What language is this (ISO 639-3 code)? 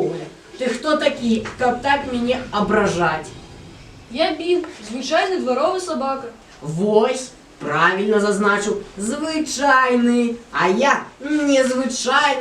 bel